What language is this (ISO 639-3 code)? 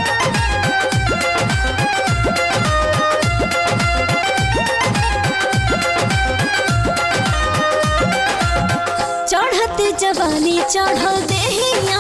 bho